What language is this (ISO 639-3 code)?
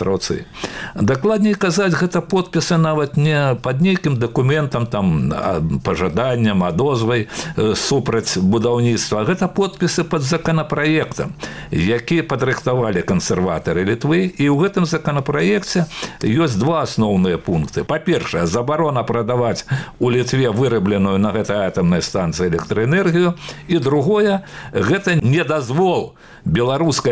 bel